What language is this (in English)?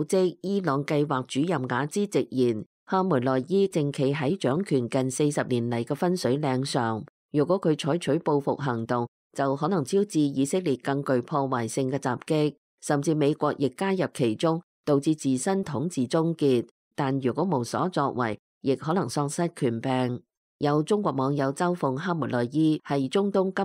Cantonese